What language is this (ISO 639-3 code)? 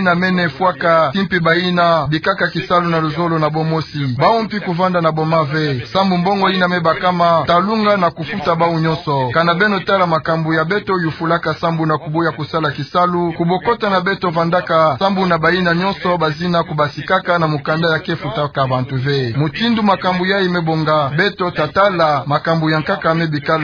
ktu